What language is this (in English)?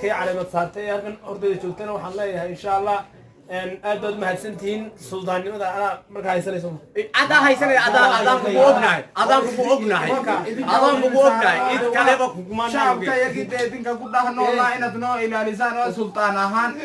Somali